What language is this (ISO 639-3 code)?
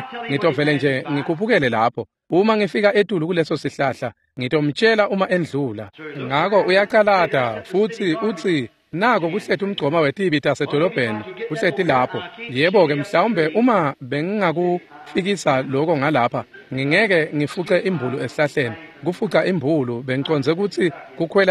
ssw